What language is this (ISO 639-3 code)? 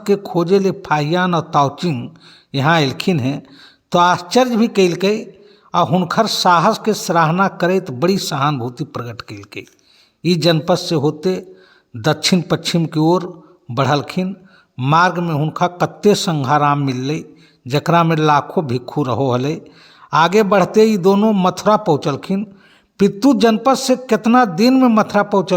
mag